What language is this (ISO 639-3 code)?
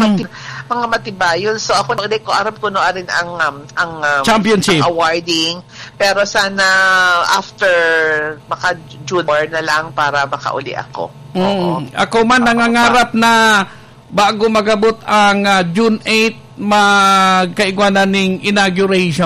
bik